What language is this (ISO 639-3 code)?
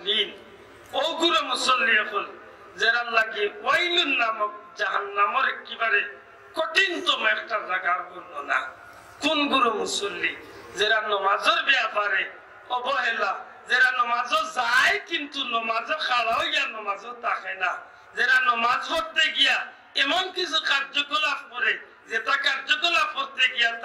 syl